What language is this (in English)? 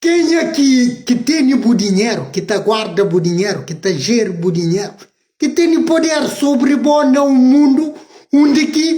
Kabuverdianu